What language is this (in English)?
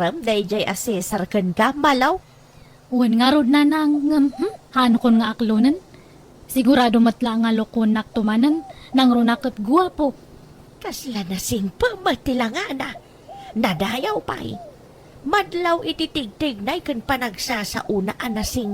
Iloko